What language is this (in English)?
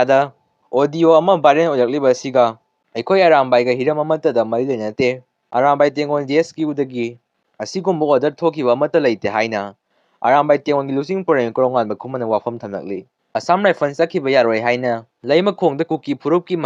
Manipuri